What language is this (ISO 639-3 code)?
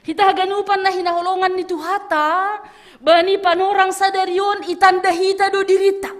bts